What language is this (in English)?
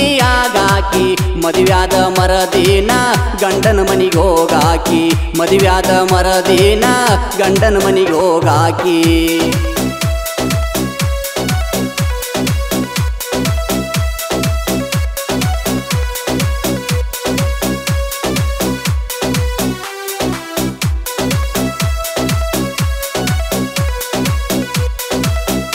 Kannada